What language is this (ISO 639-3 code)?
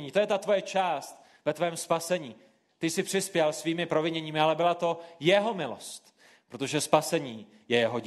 ces